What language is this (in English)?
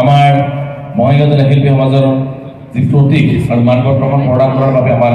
Assamese